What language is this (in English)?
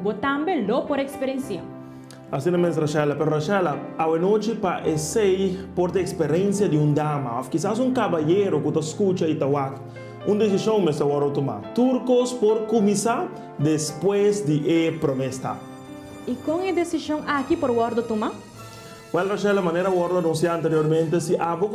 Papiamento